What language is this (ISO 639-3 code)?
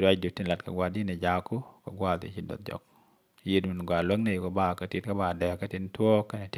nus